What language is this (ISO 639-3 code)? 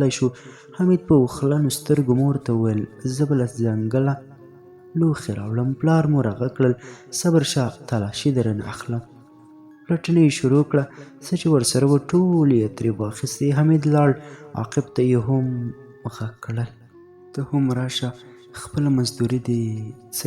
pus